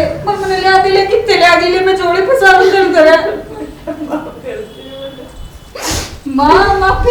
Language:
Haryanvi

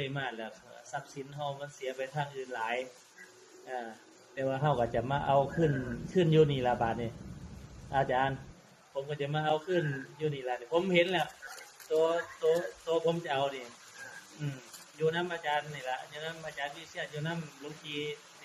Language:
Northeastern Thai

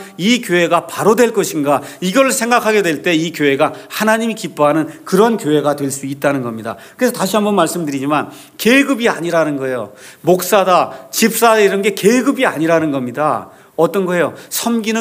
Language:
Korean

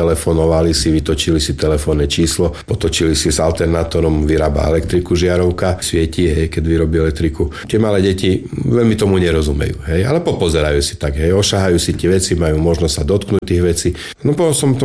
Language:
Slovak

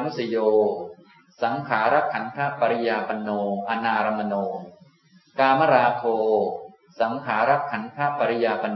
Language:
Thai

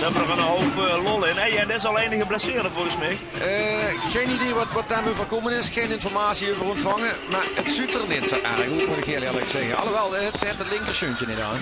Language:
Limburgish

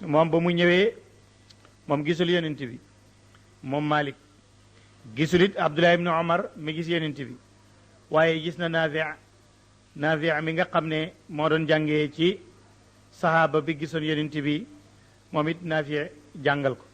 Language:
Wolof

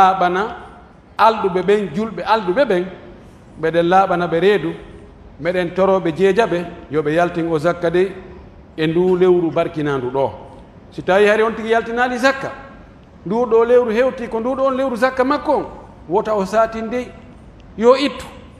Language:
Pular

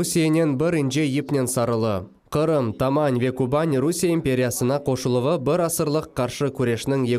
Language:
Crimean Tatar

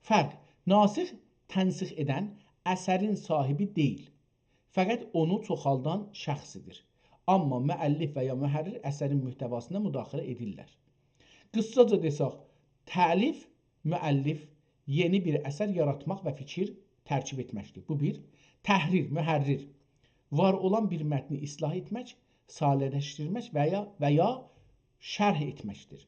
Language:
South Azerbaijani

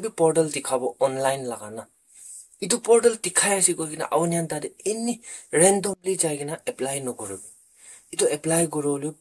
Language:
Naga Pidgin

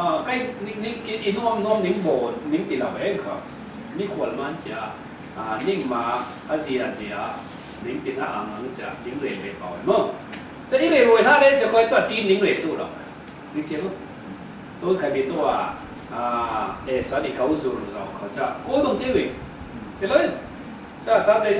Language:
Falam Chin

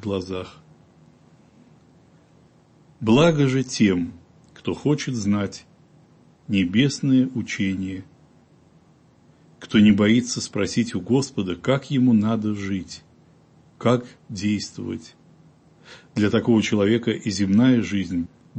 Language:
Russian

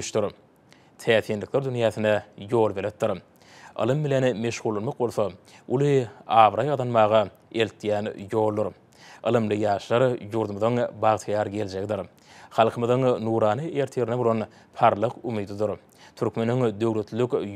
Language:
Turkmen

